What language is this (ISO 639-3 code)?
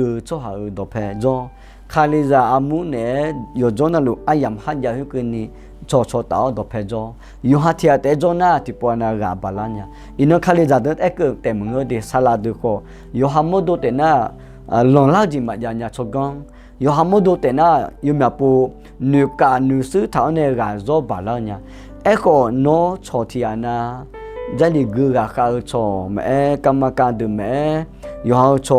ahk